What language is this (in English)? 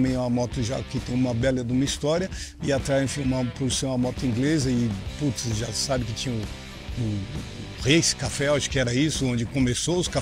Portuguese